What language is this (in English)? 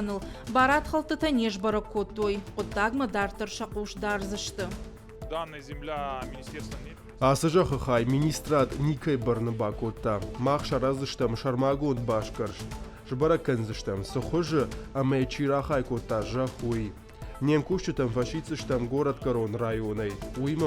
Ossetic